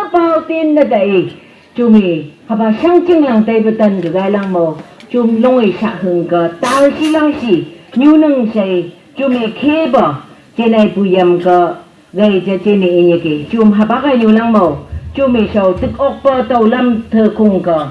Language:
Phom Naga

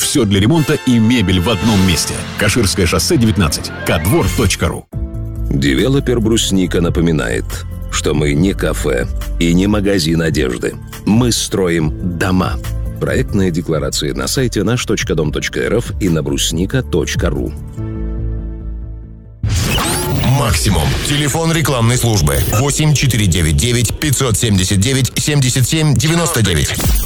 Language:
Russian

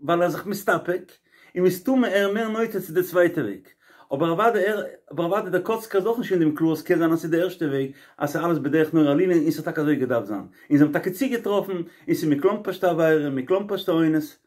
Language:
Yiddish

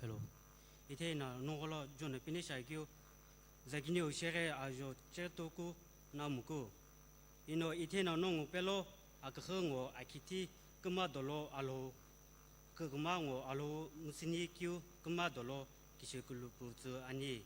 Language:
Sumi Naga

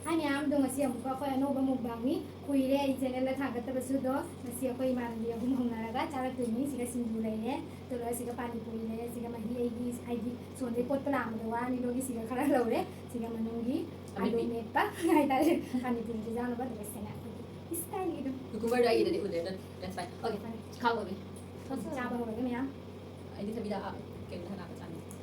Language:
Manipuri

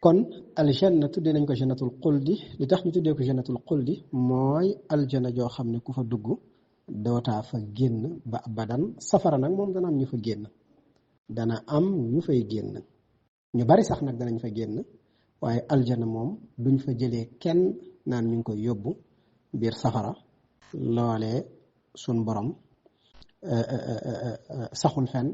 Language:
Wolof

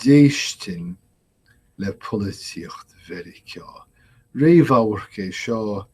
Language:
Irish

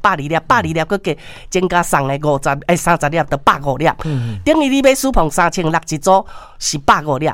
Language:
Min Nan Chinese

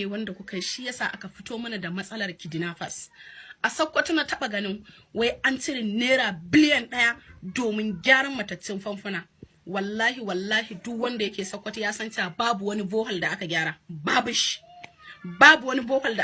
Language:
Hausa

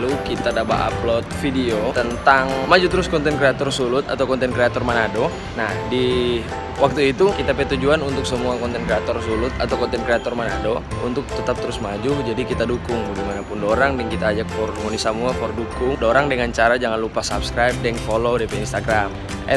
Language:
Manado Malay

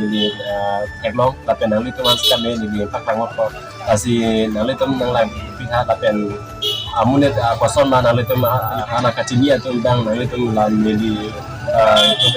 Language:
Karbi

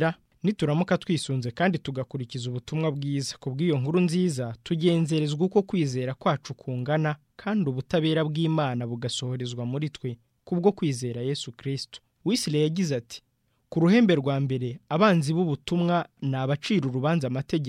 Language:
Kinyarwanda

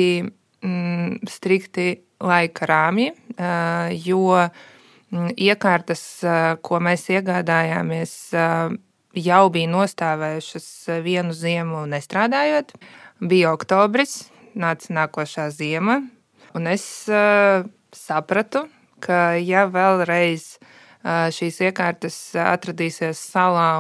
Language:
Latvian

